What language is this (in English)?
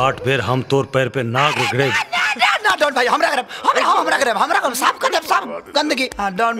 Bhojpuri